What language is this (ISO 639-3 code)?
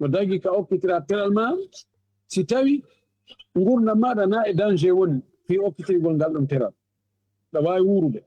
ful